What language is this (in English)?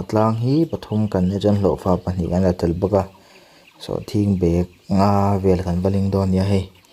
Mizo